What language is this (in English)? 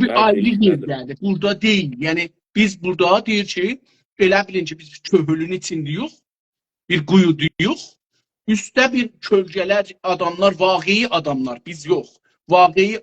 South Azerbaijani